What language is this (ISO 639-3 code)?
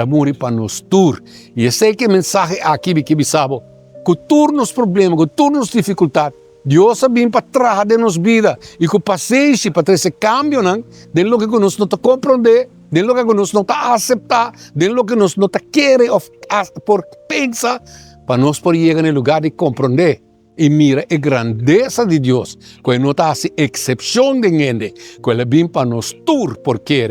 pap